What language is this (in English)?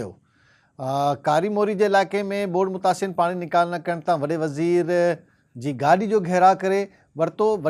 Sindhi